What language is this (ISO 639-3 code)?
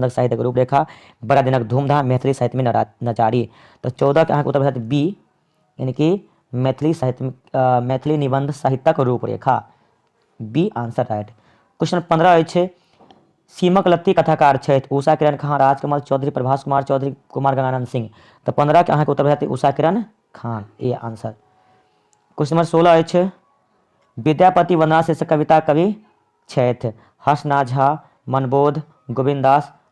mai